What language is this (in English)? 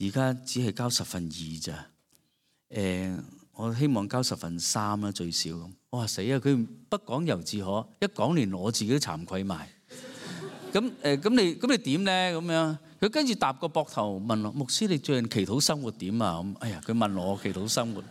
Cantonese